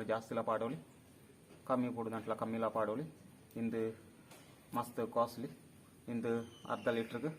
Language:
Tulu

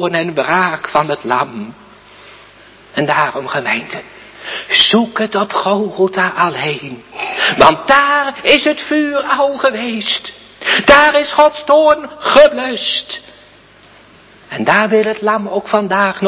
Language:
Dutch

